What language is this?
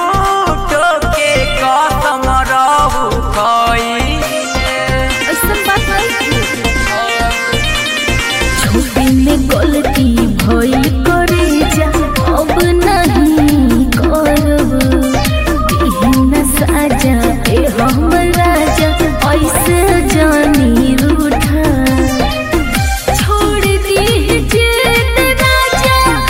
Bhojpuri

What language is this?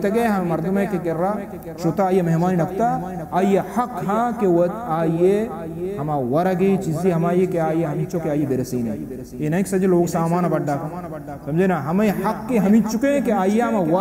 Baluchi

